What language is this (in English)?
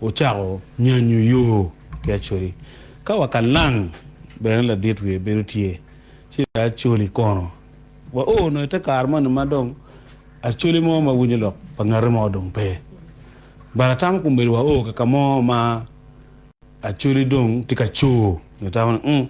Acoli